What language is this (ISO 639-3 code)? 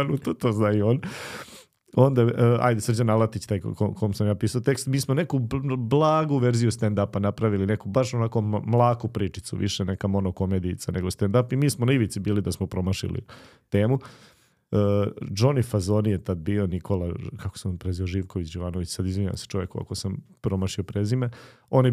srp